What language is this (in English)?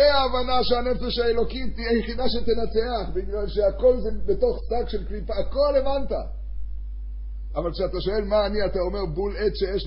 Hebrew